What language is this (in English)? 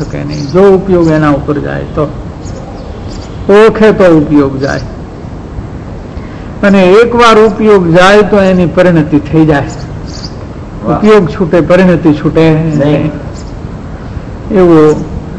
Gujarati